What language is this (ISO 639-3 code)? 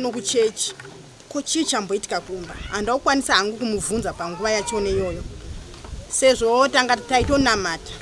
sna